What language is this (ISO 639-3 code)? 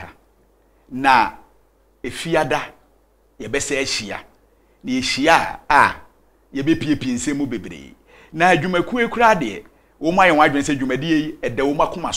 aka